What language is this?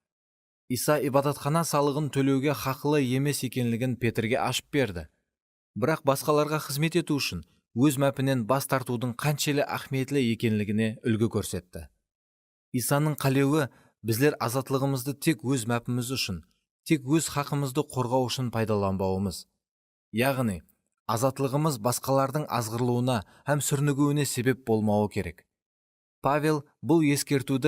Kara-Kalpak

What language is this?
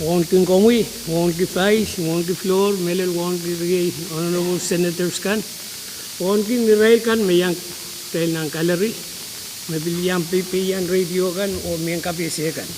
Pohnpeian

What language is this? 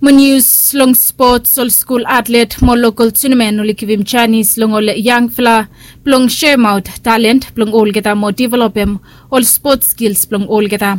Bislama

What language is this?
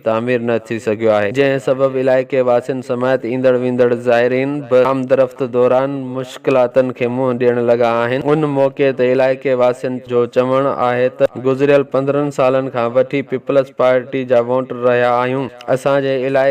Sindhi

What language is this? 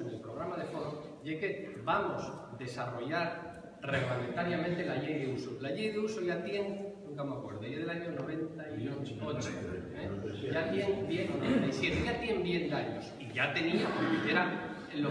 Asturian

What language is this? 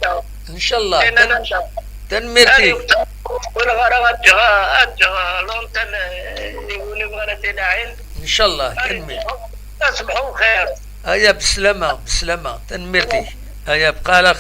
Kabyle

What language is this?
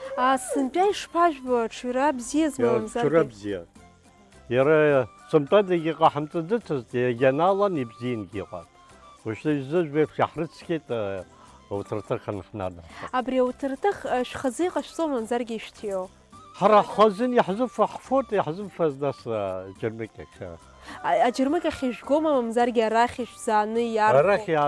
Abkhazian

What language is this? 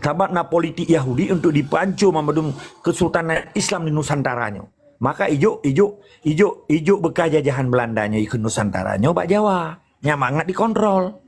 Achinese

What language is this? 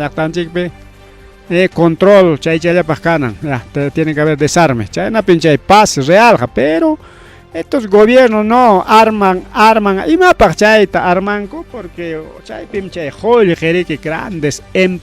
Ayacucho Quechua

